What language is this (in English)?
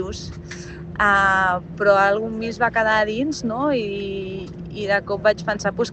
Catalan